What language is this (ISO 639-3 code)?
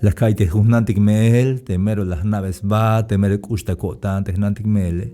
tzh